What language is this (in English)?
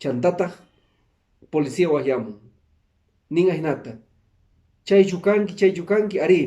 Quechua